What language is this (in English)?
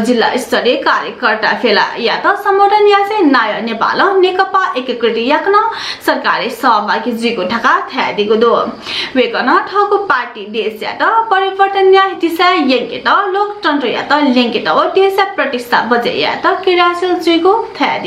Newari